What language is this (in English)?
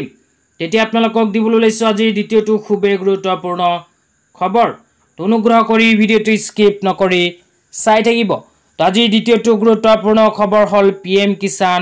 Assamese